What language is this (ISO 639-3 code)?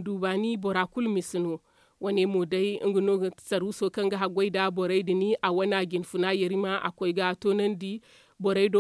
dje